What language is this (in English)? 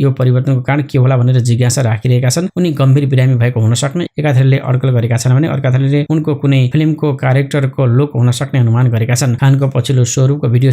Nepali